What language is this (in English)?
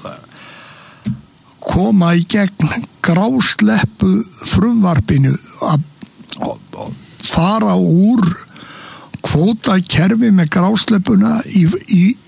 Icelandic